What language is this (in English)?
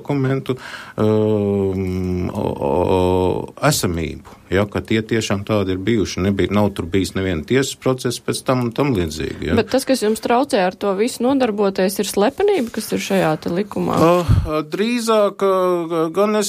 Latvian